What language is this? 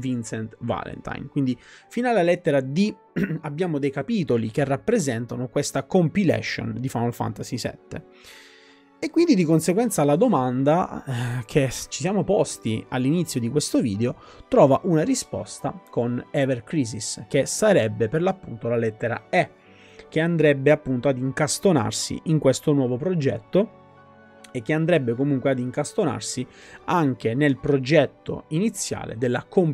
Italian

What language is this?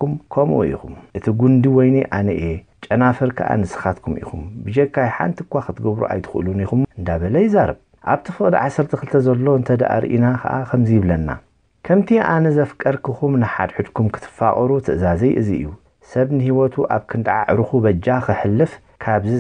Tigrinya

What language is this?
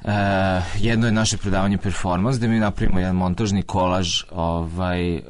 Serbian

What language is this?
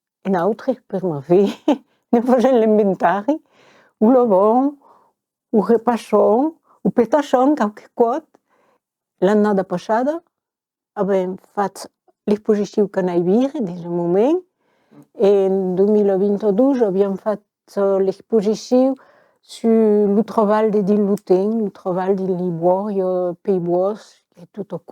Occitan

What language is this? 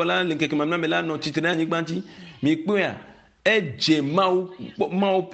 Ewe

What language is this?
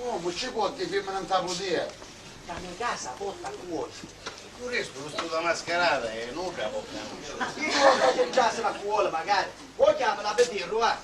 Sicilian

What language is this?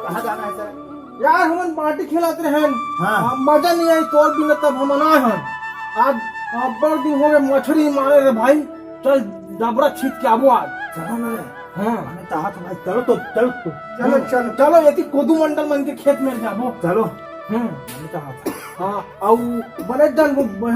Chhattisgarhi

